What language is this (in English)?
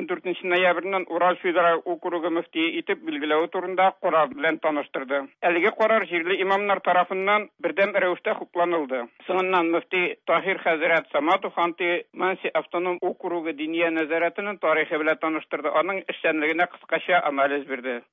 Tatar